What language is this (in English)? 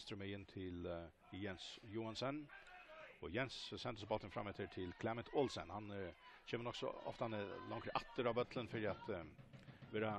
Faroese